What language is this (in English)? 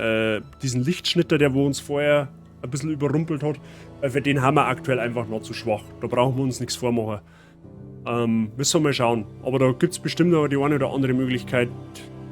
Bavarian